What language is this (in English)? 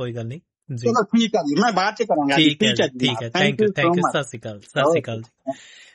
Punjabi